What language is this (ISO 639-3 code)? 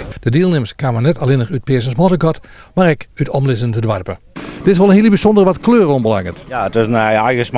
fry